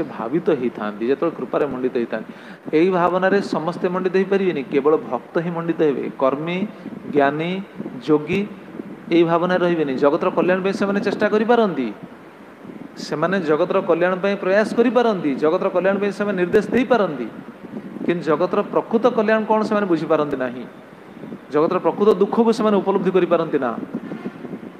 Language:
Odia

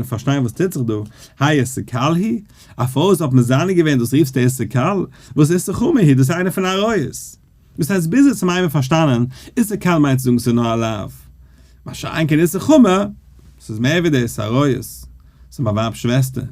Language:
Yiddish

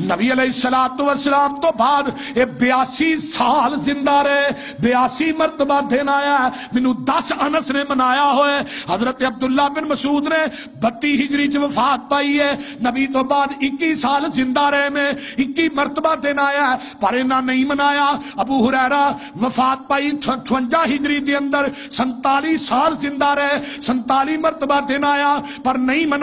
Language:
Western Panjabi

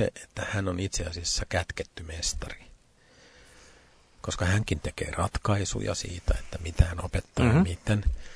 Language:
Finnish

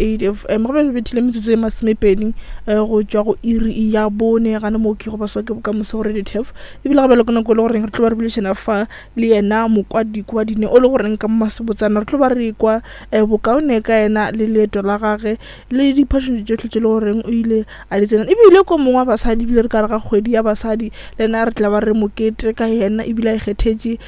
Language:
Northern Sotho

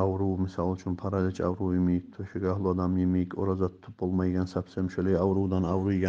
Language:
Kumyk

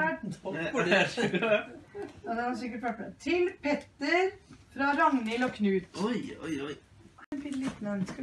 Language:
Norwegian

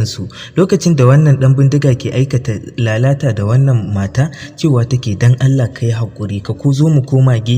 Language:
Hausa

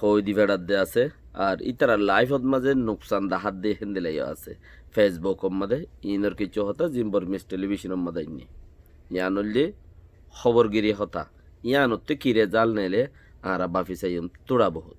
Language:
Rohingya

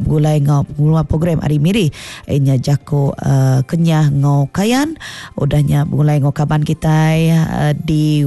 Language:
Iban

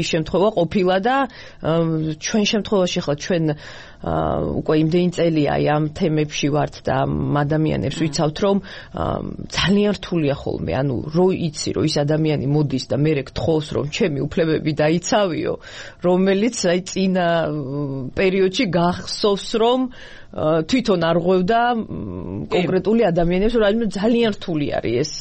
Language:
Georgian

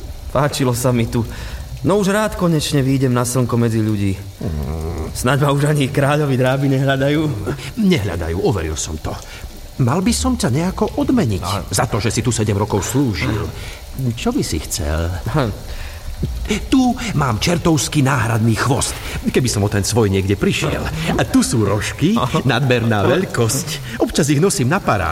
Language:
Slovak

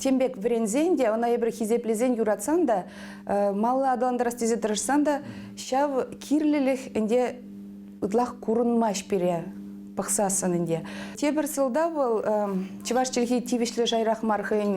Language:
Chuvash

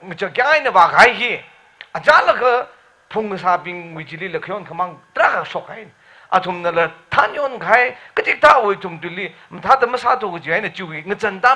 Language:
Tangkhul Naga (India)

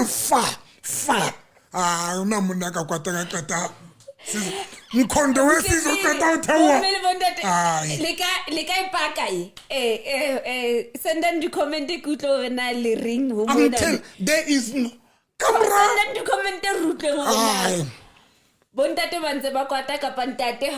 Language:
Southern Sotho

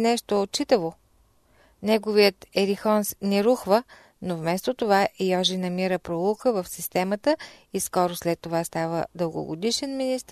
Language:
Bulgarian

